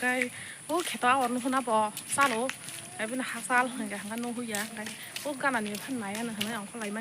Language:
Kok Borok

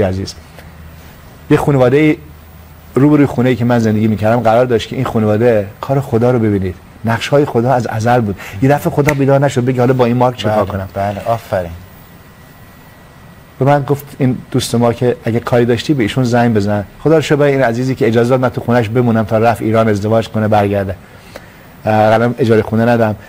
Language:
Persian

